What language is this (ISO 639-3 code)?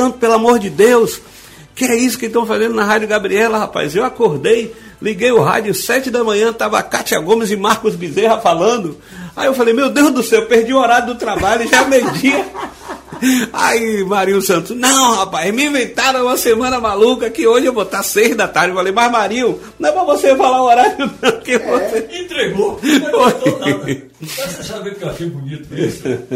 por